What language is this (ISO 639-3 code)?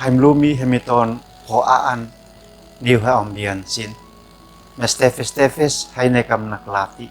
aoz